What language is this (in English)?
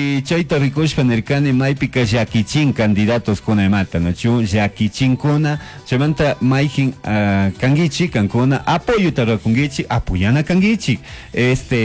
Chimborazo Highland Quichua